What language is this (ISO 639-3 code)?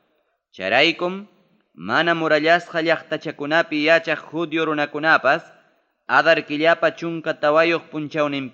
quy